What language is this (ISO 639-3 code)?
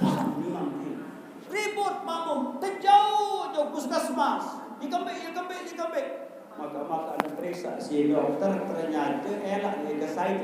sas